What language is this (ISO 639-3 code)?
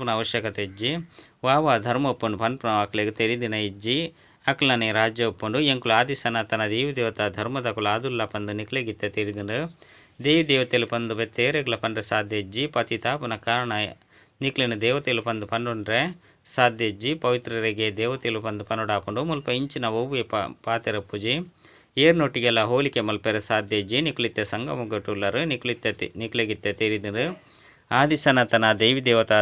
tcy